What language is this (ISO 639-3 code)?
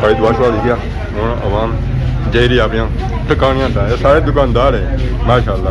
phr